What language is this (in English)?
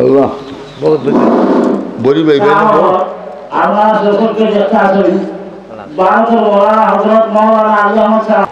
Sylheti